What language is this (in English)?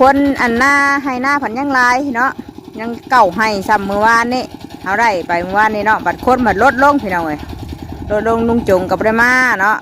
Northeastern Thai